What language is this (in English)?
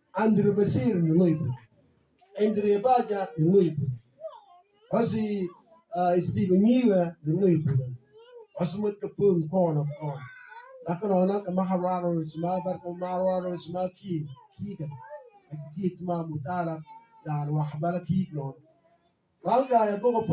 Mabaan